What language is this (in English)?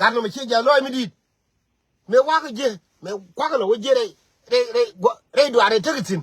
Nuer